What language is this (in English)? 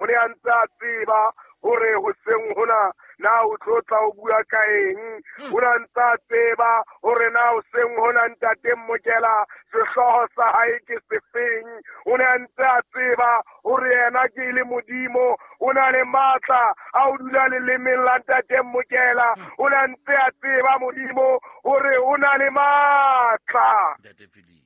Southern Sotho